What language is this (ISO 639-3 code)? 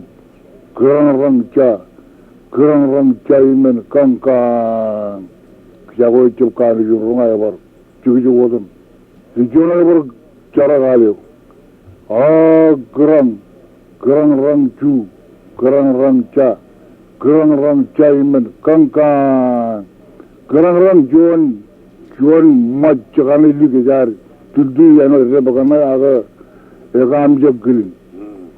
mah